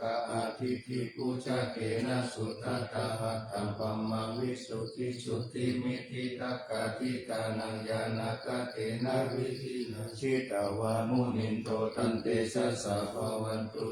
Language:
Pali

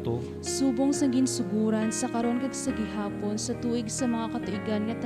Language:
Hiligaynon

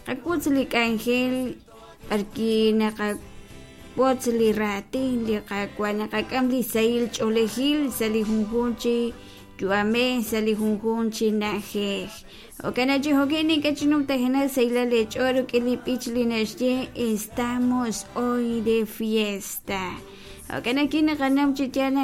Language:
Kekchí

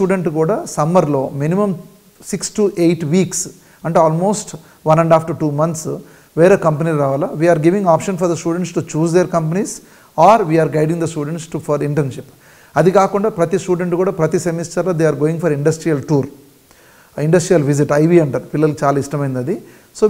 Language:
Telugu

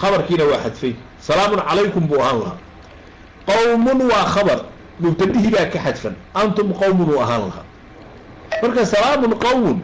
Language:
Somali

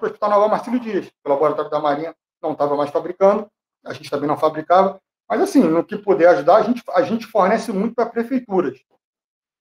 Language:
Portuguese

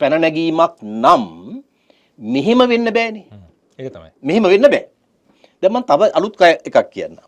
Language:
Sinhala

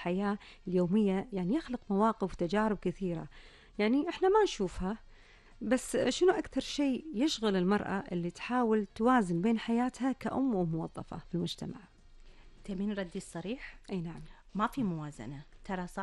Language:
Gulf Arabic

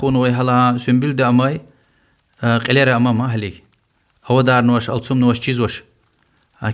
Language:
Lezghian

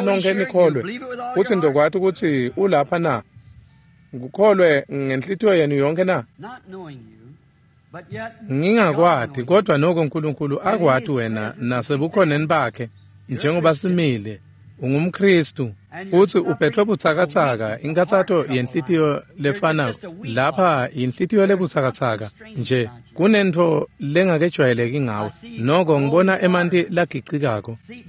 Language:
Swati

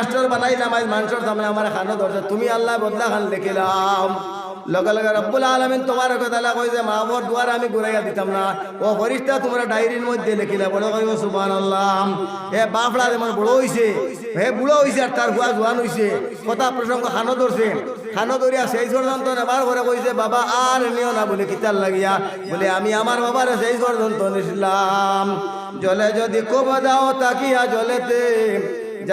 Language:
Sylheti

